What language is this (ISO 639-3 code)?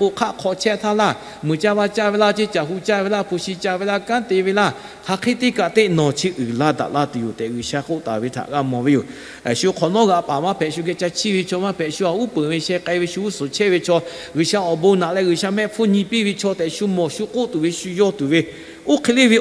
lhu